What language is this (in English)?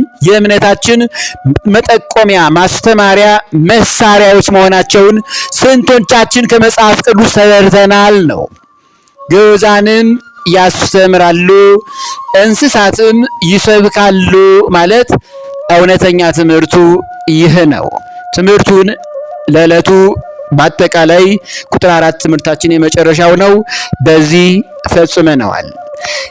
Amharic